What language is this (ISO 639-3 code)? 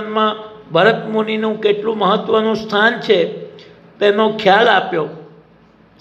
guj